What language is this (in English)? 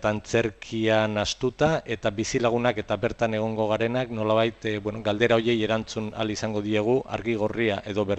Basque